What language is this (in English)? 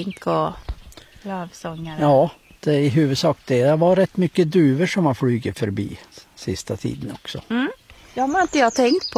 Swedish